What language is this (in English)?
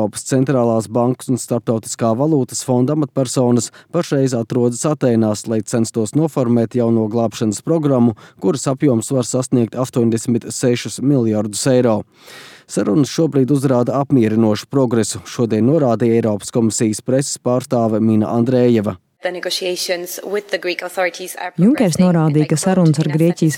Latvian